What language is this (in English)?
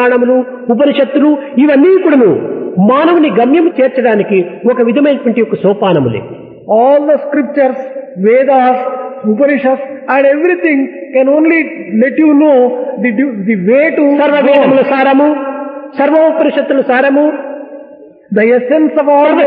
Telugu